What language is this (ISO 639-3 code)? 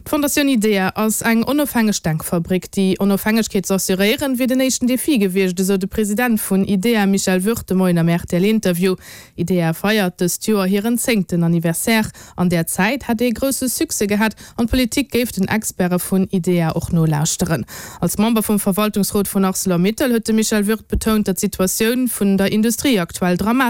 ltz